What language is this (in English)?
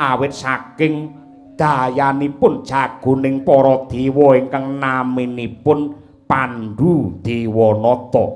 Javanese